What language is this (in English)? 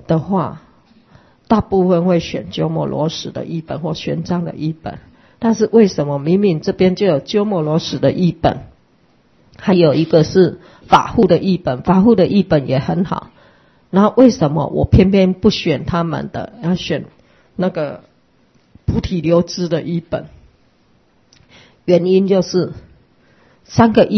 Chinese